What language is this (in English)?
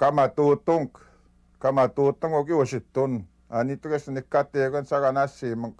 Western Ojibwa